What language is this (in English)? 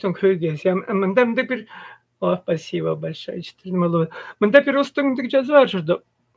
Tuvinian